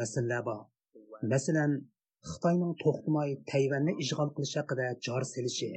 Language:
Uyghur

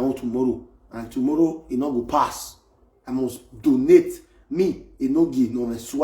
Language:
Nigerian Pidgin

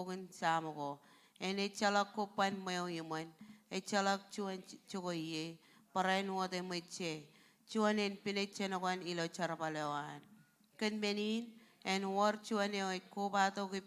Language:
Marshallese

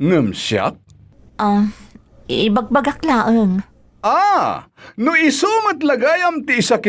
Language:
Iloko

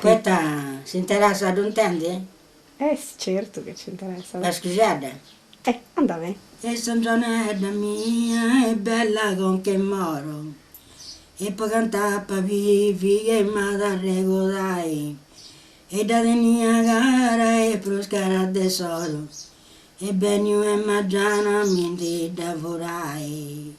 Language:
Sardinian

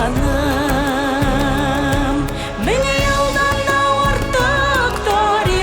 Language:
Tatar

